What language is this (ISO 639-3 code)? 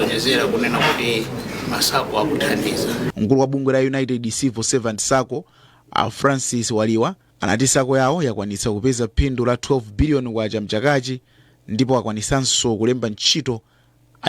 nya